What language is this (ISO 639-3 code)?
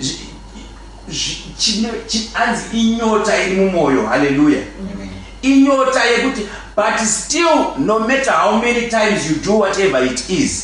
sna